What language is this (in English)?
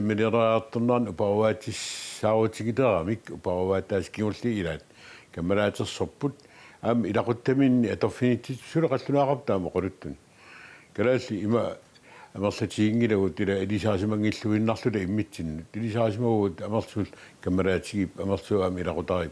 Kalaallisut